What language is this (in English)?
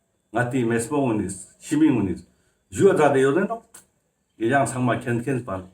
Ladakhi